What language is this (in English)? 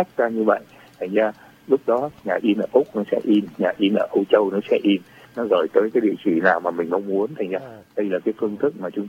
Vietnamese